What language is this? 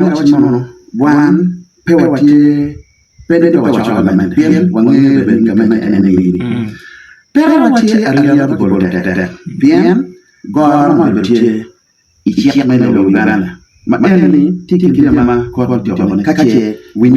Acoli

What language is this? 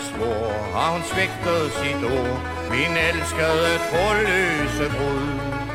Danish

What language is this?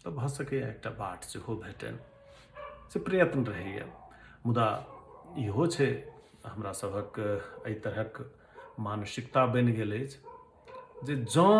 Maithili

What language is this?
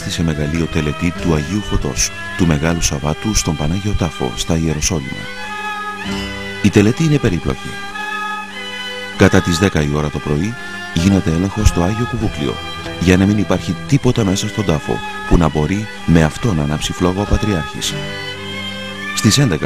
Greek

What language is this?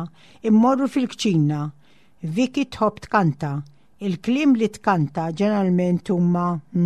Maltese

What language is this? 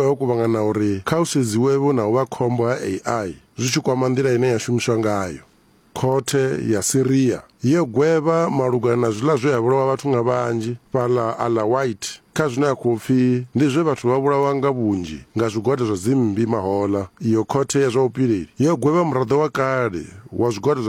Venda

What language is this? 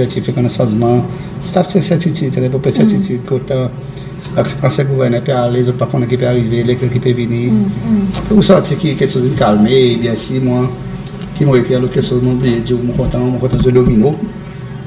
Seselwa Creole French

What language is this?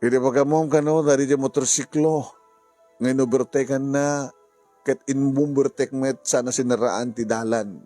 Iloko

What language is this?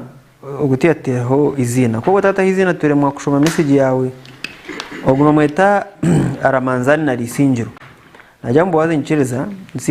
Nyankole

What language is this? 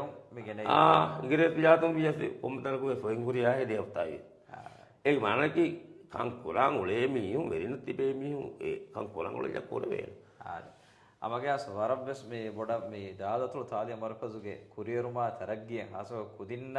Divehi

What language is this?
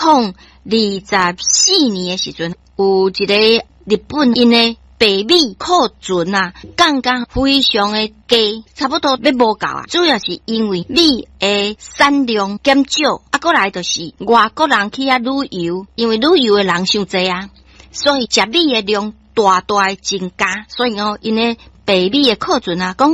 Min Nan Chinese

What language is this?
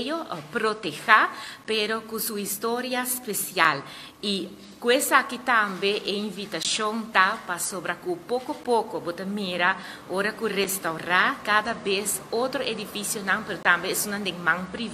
Papiamento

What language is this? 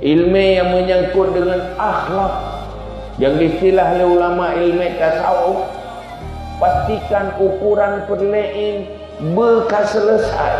Achinese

